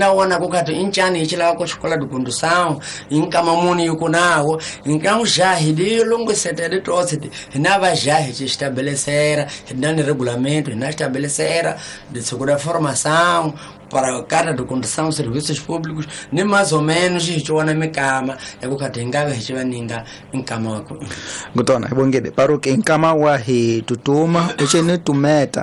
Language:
Tsonga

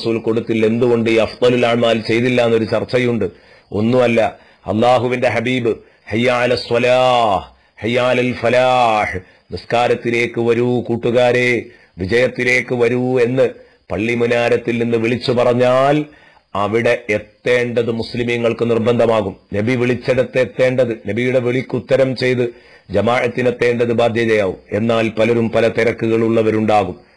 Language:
Malayalam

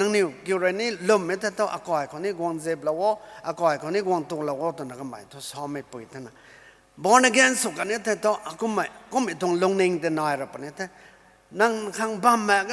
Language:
Rongmei Naga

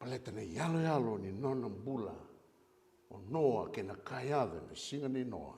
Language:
Fijian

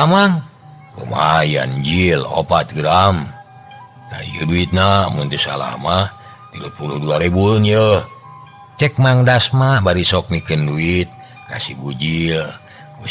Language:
Sundanese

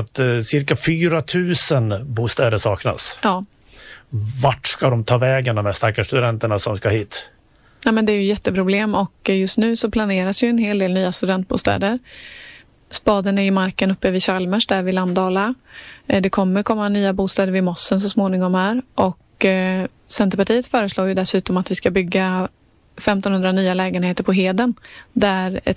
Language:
Swedish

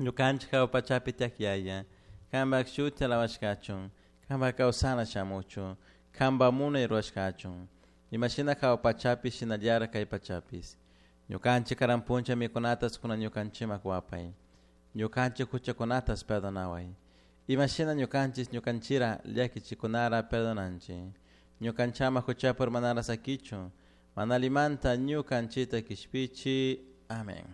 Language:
Chimborazo Highland Quichua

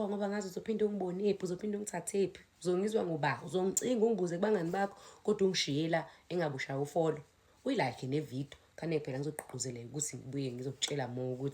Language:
Zulu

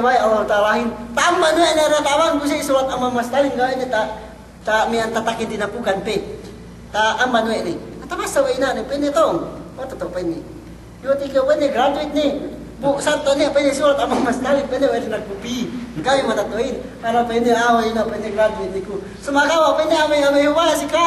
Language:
Yakan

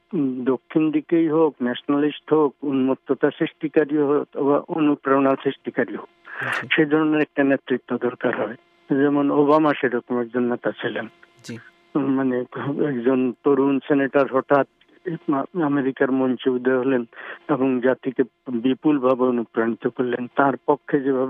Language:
Bangla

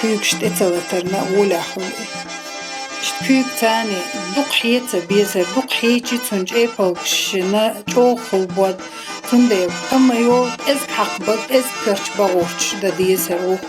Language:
Chechen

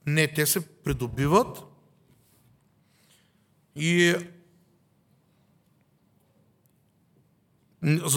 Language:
Bulgarian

